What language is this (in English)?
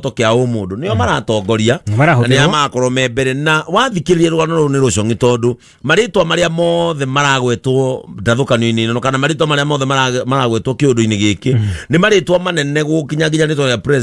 Kikuyu